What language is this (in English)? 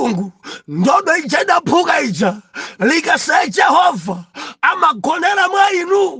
Nyanja